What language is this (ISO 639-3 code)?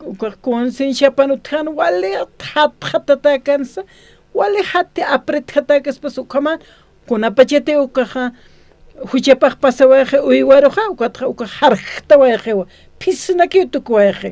aym